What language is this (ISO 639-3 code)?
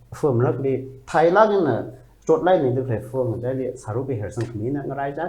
nmf